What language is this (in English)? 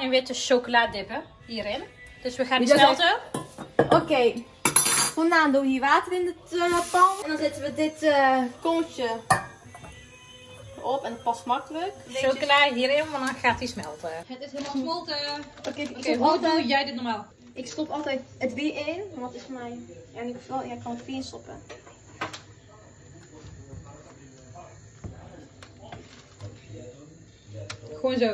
Dutch